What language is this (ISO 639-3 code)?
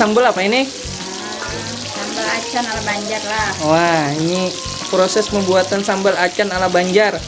bjn